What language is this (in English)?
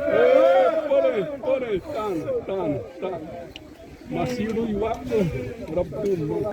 Xavánte